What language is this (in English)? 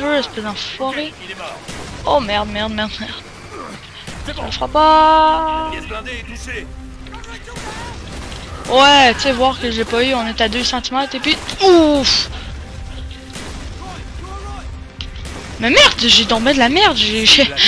French